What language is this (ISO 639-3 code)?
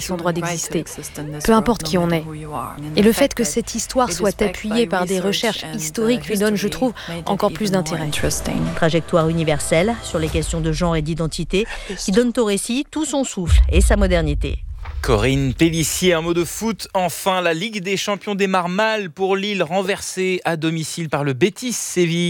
fra